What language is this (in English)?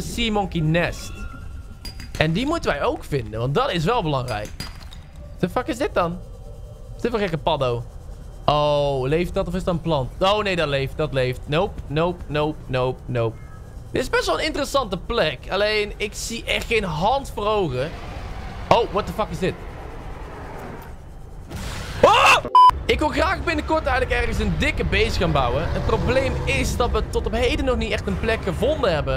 Dutch